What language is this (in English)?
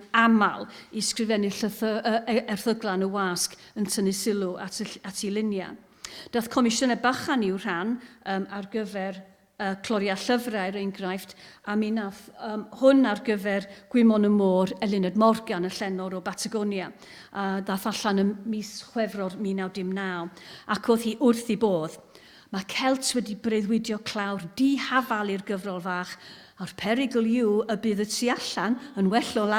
Welsh